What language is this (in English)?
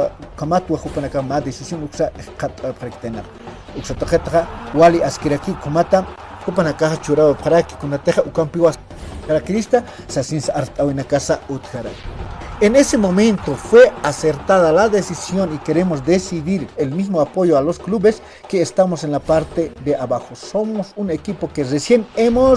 Aymara